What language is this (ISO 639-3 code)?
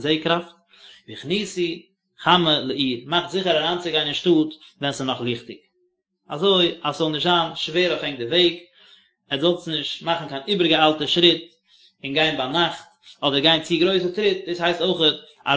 yid